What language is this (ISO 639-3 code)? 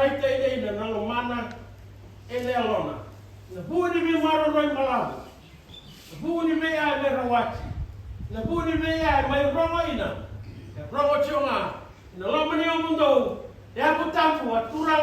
fij